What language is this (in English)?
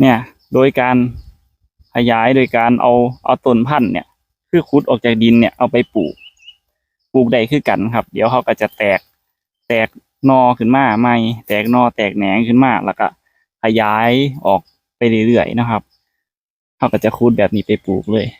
Lao